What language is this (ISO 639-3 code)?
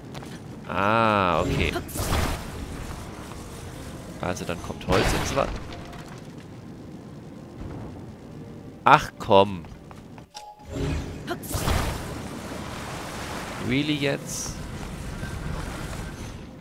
deu